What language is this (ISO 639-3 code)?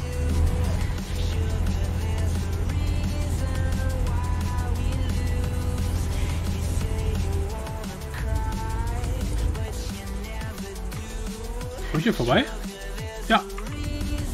deu